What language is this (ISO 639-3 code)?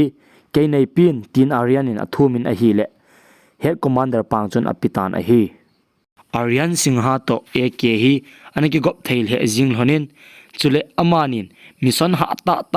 tcz